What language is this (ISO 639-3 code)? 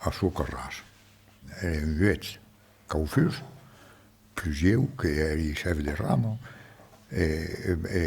oci